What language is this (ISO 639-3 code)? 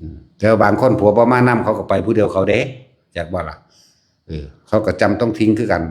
tts